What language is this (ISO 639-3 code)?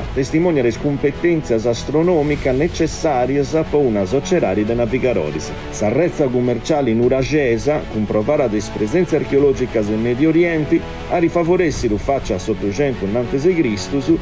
srd